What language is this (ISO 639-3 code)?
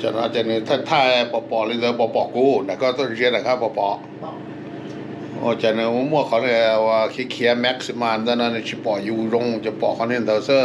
hmn